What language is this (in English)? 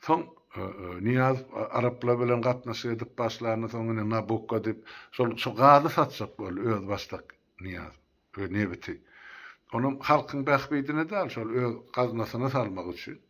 Turkmen